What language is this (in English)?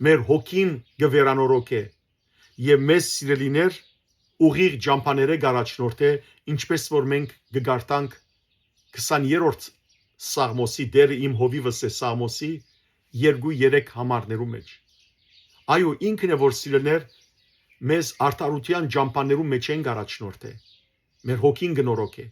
Western Armenian